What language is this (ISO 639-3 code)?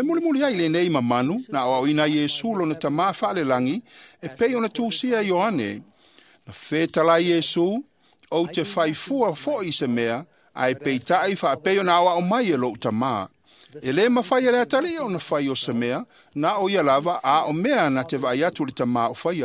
smo